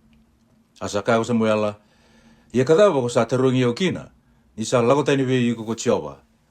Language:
Fijian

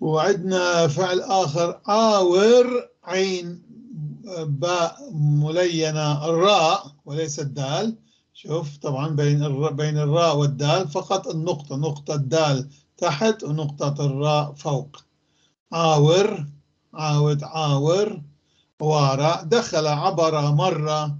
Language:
North Levantine Arabic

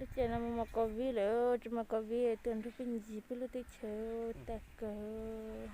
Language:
Hmong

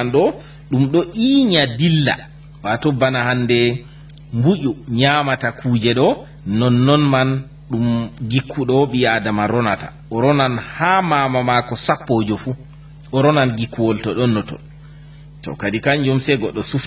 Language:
Fula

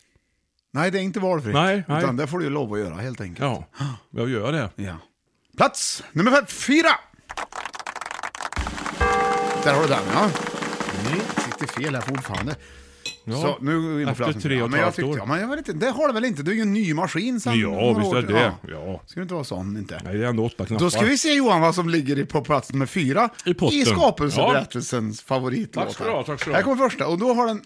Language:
Swedish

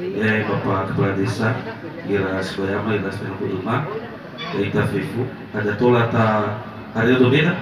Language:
Nias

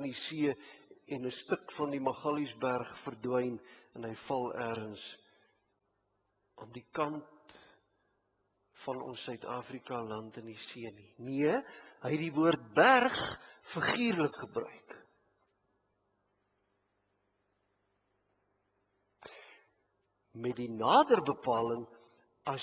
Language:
Afrikaans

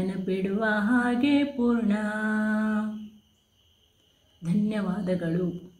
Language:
Kannada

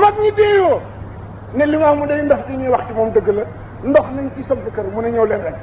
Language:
Wolof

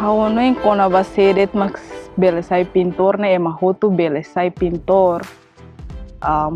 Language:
Tetum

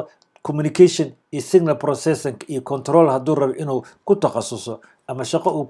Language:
Somali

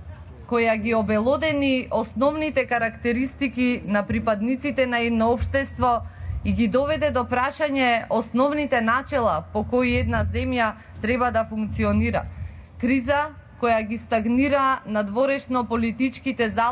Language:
Macedonian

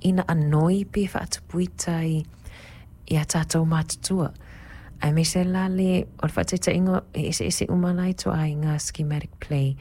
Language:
Samoan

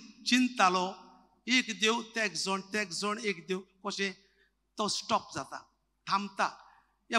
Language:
Konkani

